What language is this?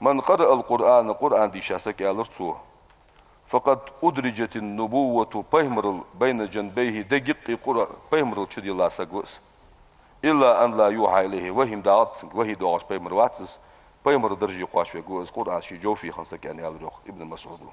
Ingush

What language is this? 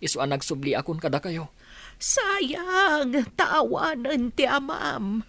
Iloko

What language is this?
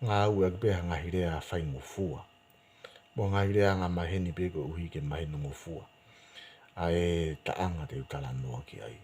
Tongan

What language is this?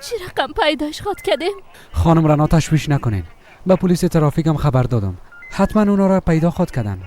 Persian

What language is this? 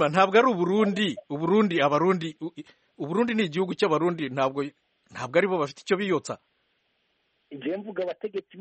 Kinyarwanda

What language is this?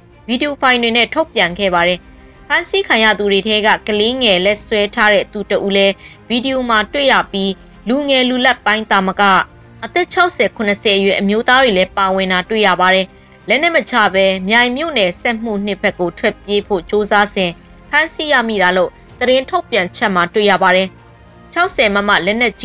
Burmese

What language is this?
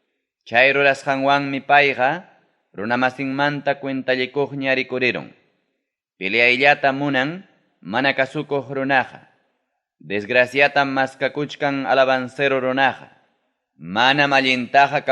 Ayacucho Quechua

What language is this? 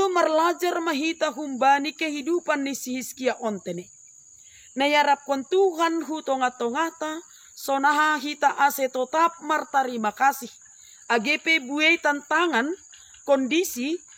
Batak Simalungun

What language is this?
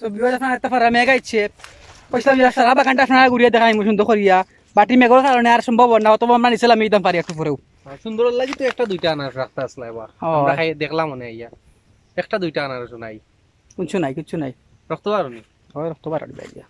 Sylheti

